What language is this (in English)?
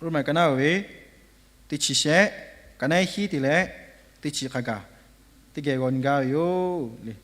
Lahu